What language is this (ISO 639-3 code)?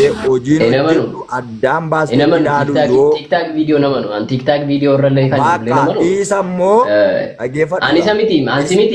orm